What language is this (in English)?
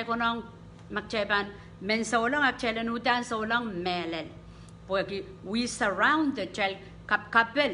Pohnpeian